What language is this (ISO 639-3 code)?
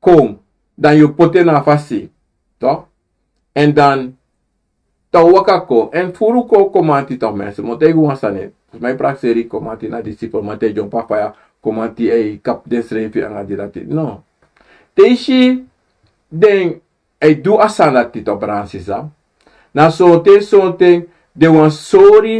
srn